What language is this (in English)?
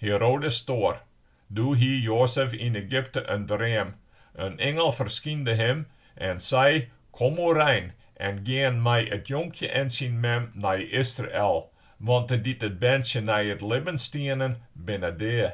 Western Frisian